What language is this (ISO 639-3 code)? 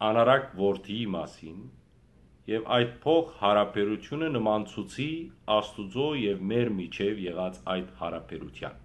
hyw